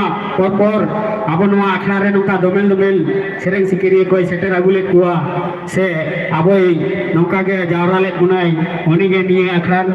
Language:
Santali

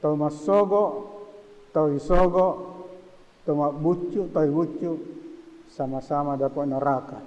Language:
Buginese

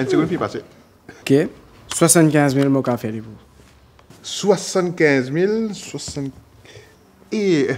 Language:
Morisyen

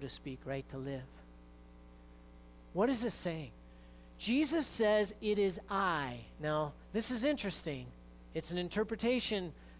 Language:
English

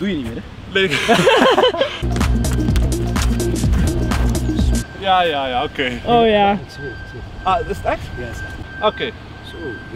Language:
Dutch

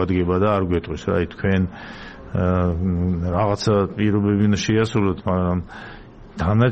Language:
Georgian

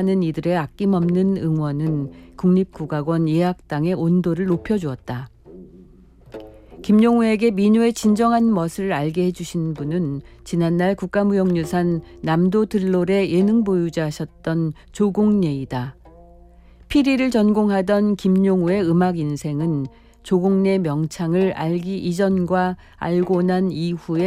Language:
Korean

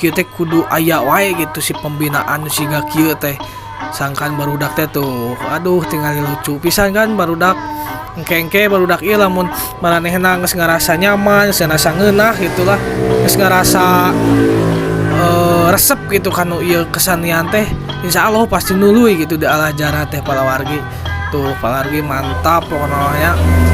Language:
Sundanese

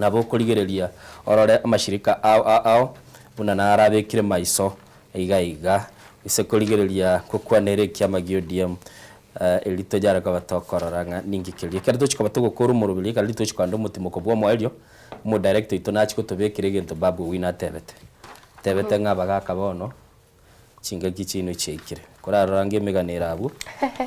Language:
Gusii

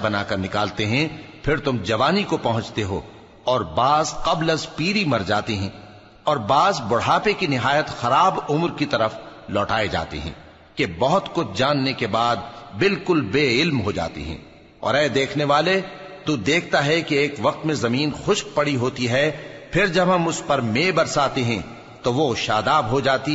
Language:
Urdu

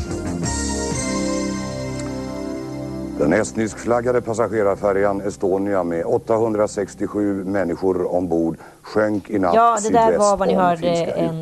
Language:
Swedish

